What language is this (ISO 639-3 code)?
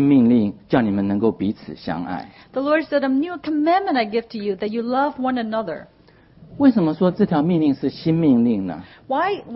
zho